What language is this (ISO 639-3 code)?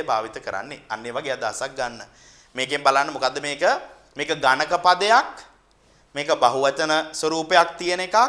sin